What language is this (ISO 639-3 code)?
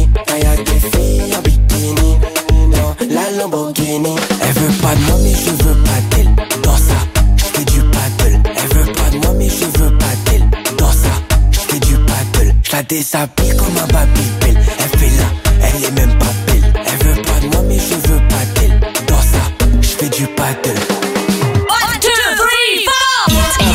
fra